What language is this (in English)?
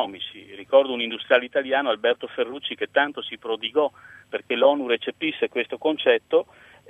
Italian